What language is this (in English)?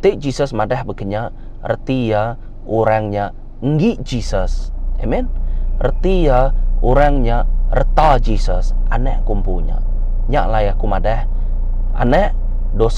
Iban